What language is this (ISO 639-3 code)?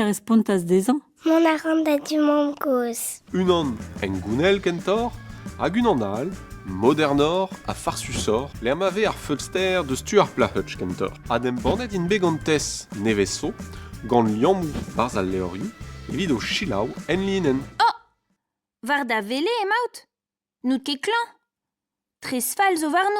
bre